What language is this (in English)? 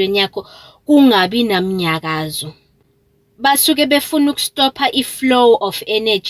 Zulu